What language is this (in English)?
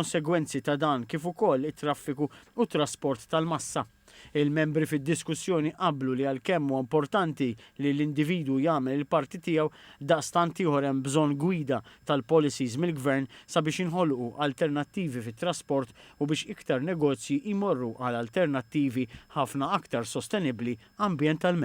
Maltese